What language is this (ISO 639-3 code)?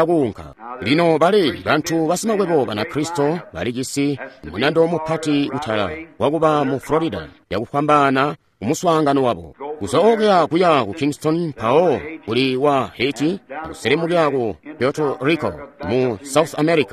toi